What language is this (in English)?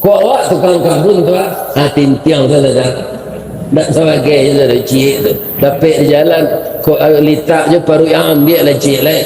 Minangkabau